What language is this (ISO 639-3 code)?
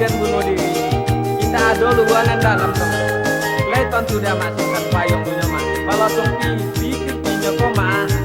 min